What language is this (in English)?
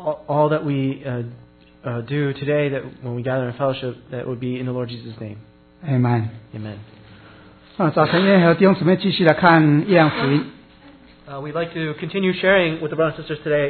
Chinese